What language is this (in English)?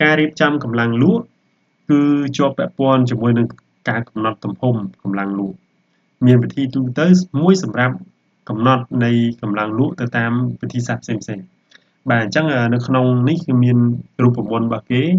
Khmer